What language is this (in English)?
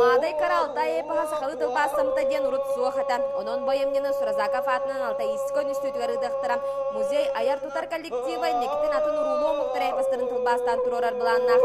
Yakut